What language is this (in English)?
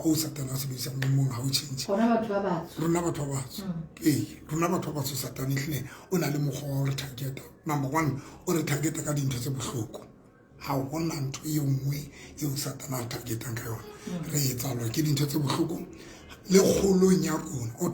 Southern Sotho